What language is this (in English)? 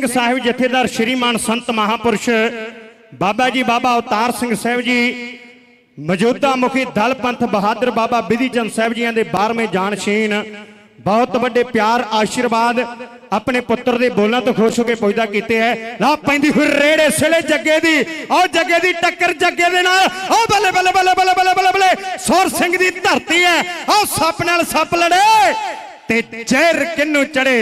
Punjabi